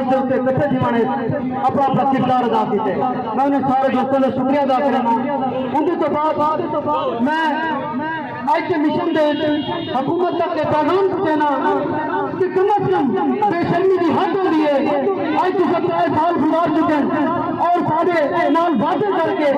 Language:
Saraiki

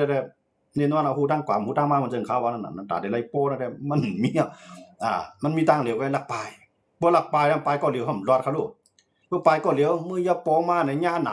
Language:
Shan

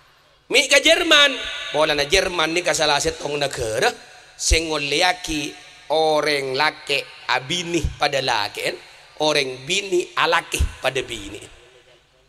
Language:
Madurese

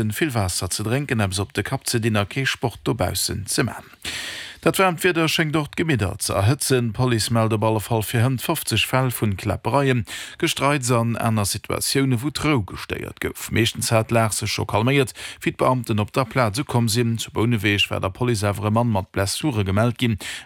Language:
Luxembourgish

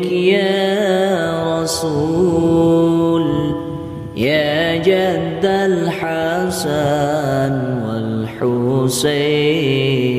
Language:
Arabic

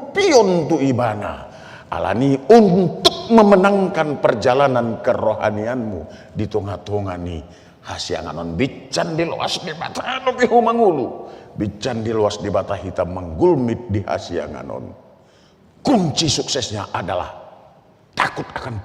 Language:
Batak Toba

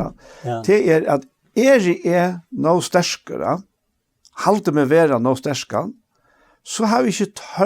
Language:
Faroese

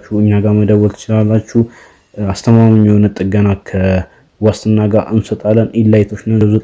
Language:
Amharic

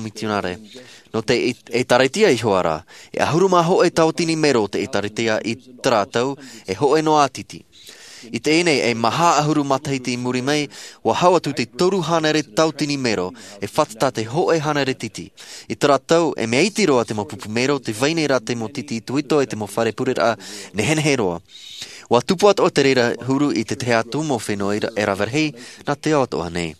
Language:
Tahitian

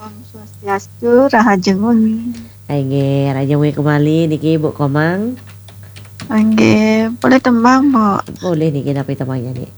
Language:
Balinese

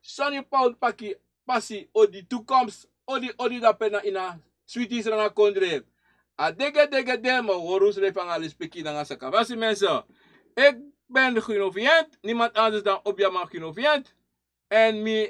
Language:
Sranan Tongo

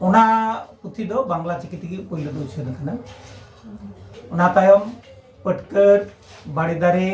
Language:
Santali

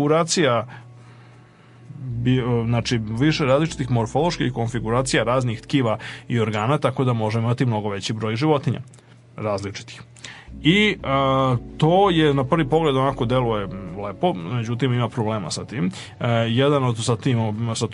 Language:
Serbian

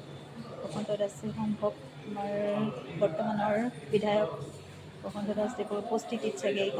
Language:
Assamese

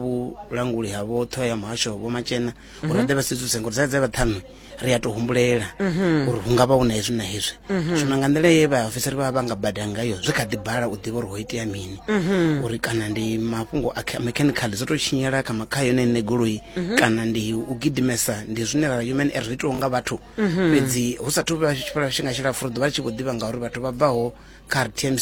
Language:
Venda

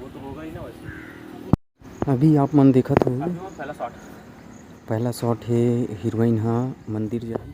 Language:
Chhattisgarhi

